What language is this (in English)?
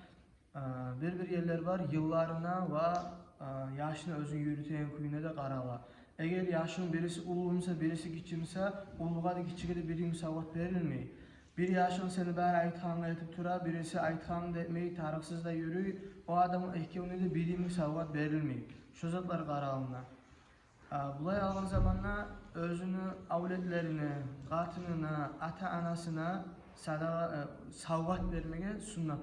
Kumyk